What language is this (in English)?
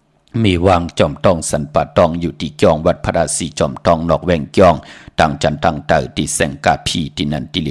Shan